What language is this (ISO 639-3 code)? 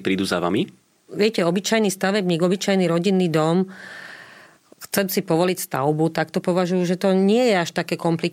slk